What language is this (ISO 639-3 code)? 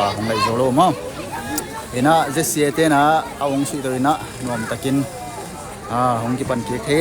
ctd